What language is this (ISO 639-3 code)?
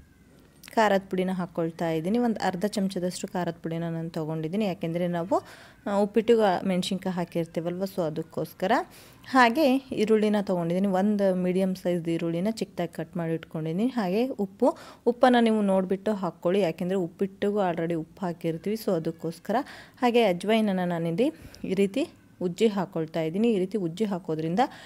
kan